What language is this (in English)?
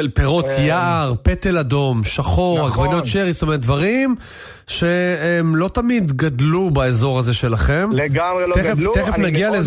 Hebrew